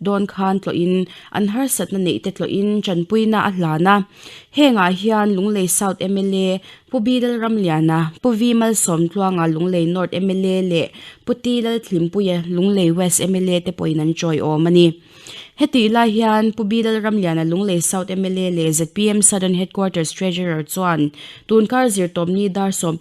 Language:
Mizo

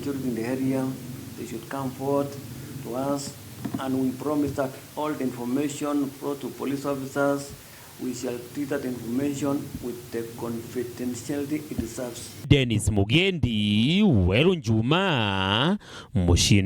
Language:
Meru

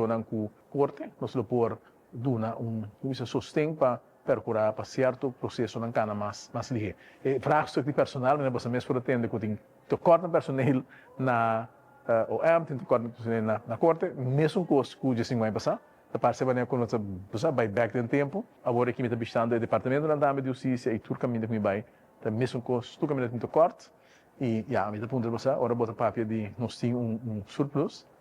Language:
Papiamento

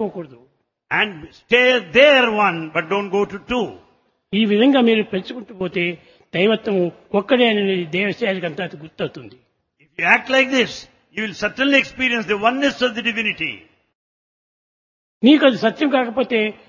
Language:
Telugu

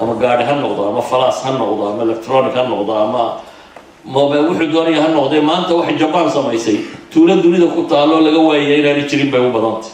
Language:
Somali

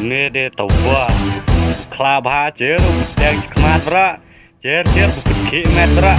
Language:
Khasi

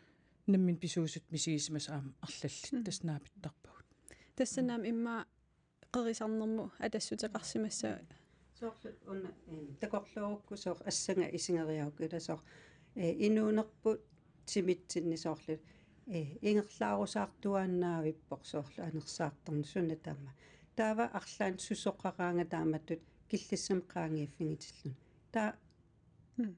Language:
Kalaallisut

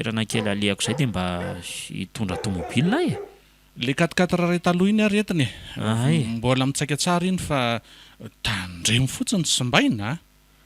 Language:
Malagasy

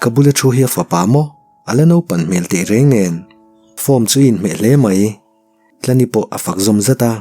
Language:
Mizo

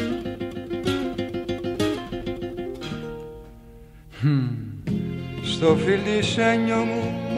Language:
Greek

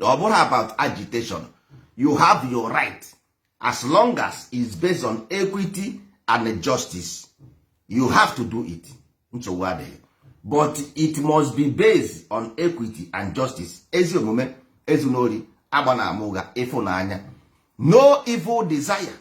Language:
Igbo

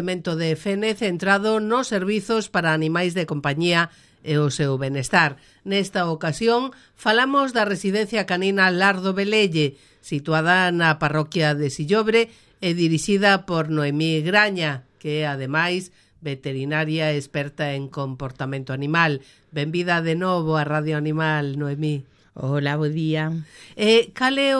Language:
Galician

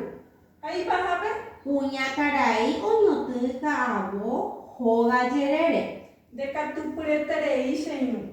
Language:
Guarani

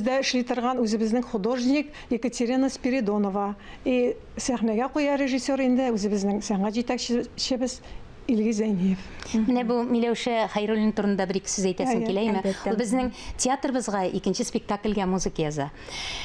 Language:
Tatar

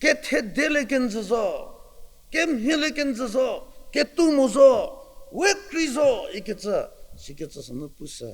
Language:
Angami Naga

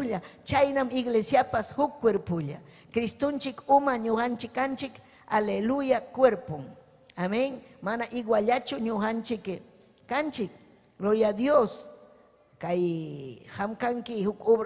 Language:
Ayacucho Quechua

